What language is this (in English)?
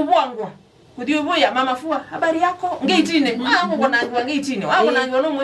Kamba